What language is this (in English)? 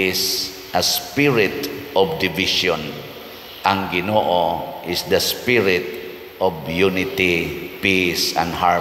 Cebuano